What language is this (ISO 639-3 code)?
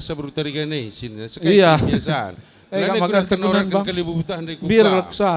btx